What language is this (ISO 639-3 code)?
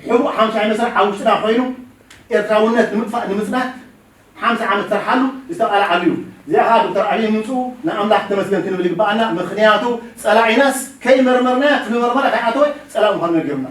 tir